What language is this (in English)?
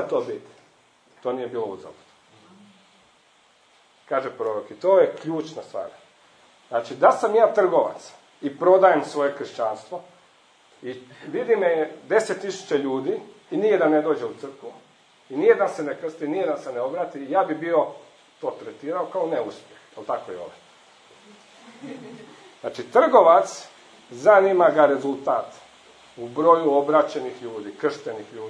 Croatian